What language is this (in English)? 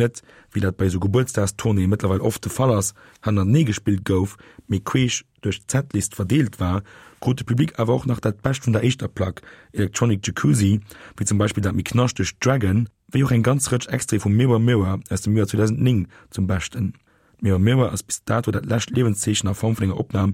Luxembourgish